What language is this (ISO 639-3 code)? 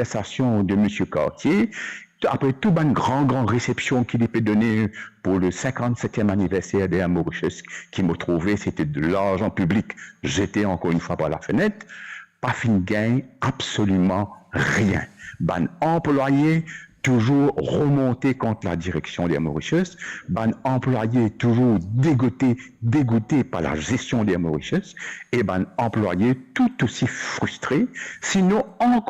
mfe